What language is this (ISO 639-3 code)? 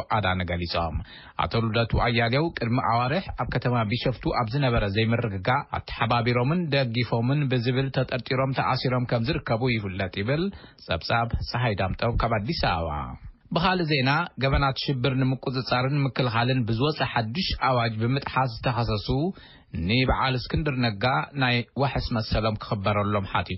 tir